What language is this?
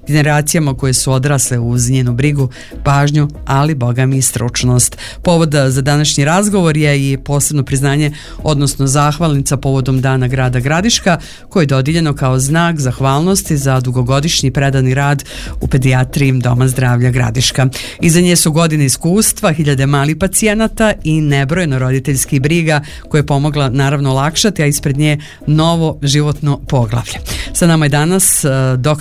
Serbian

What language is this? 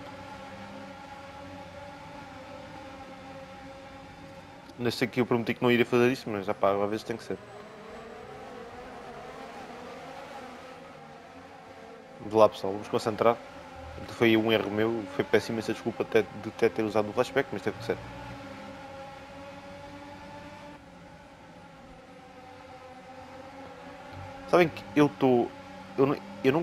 Portuguese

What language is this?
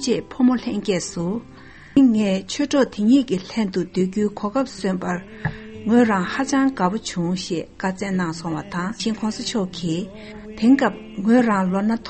Tibetan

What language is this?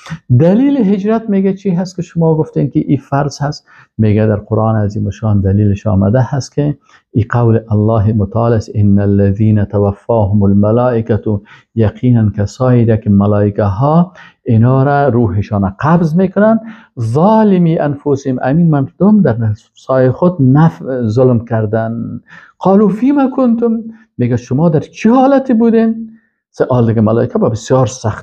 Persian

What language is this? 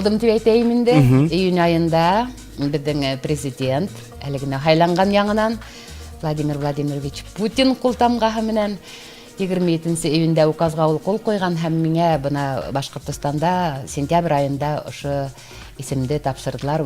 Bashkir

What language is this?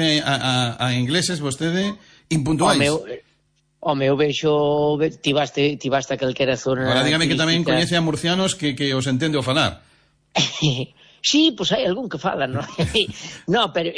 Galician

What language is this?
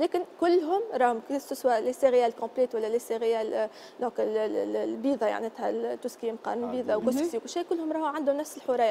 Tunisian Arabic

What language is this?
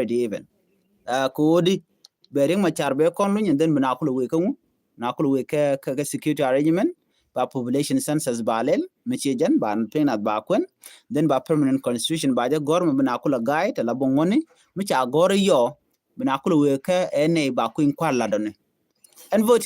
Nuer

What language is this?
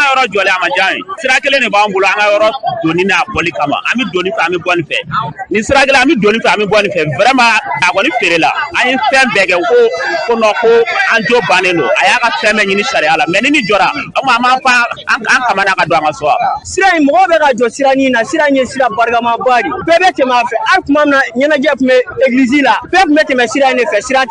Bambara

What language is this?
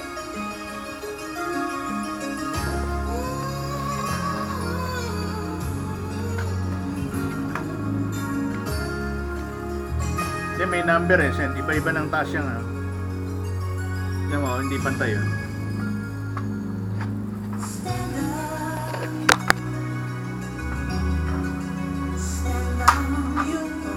Filipino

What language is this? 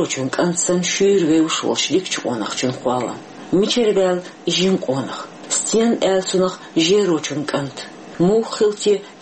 Chechen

